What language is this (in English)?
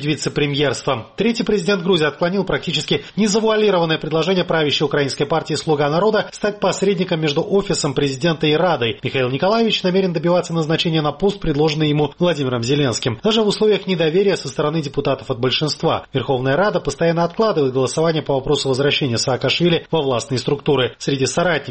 Russian